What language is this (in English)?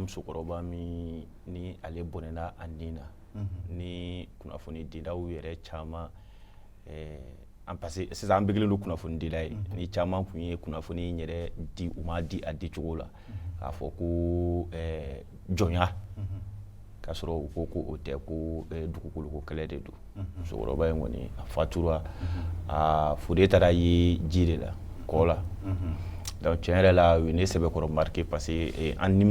Bambara